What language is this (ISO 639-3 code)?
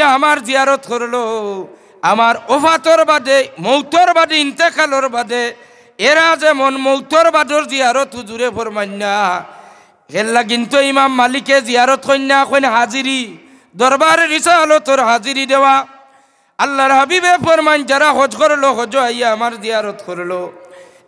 syl